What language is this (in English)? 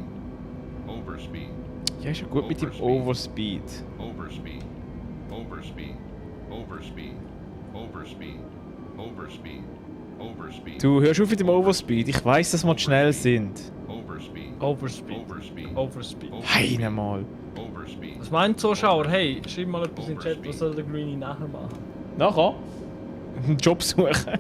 Swiss German